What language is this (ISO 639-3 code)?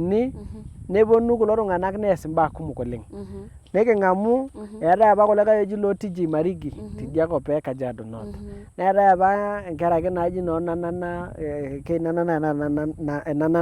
mas